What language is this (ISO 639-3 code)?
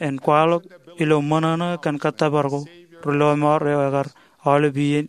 mah